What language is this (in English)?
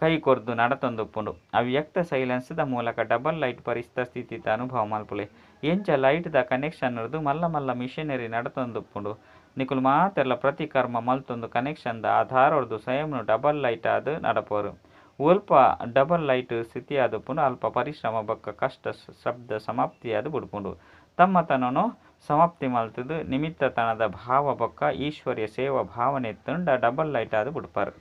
Tulu